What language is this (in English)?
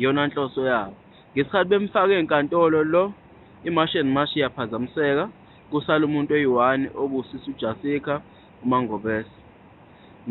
Zulu